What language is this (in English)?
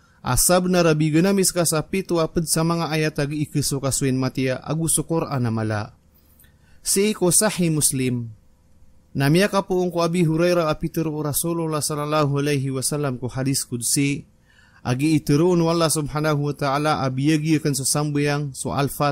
Maranao